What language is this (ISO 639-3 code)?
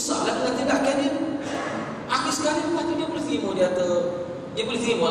msa